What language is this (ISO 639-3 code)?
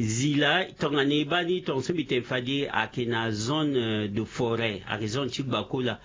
sag